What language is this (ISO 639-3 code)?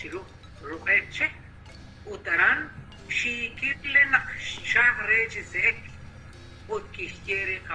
kek